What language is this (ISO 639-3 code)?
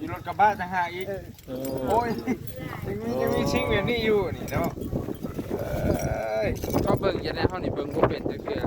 lao